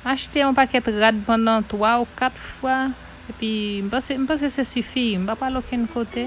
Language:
Haitian Creole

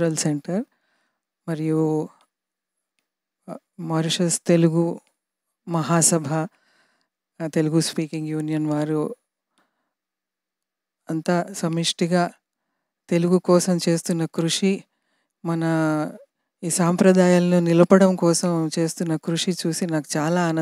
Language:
Telugu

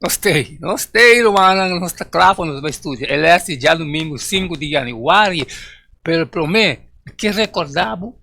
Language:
Papiamento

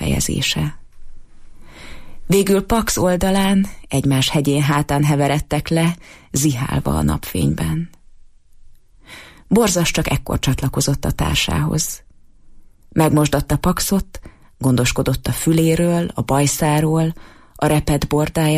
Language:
Hungarian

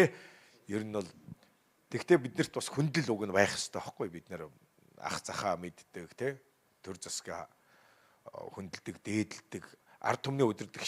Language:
Mongolian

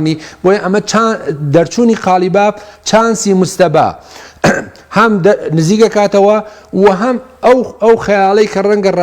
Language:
Central Kurdish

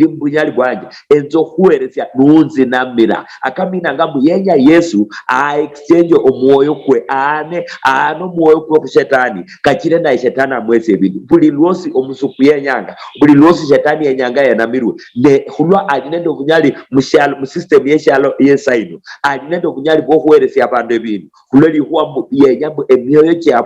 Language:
Luyia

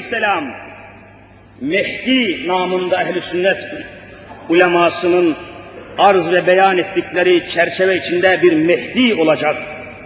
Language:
Turkish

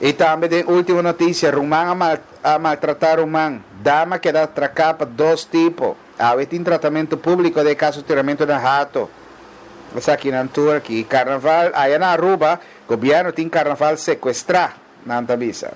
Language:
Papiamento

